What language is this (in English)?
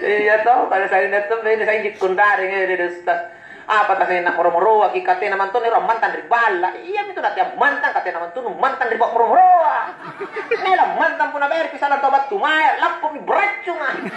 Makasar